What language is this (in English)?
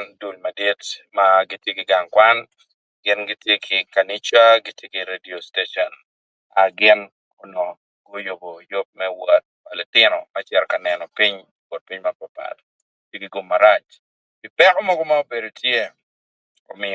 Acoli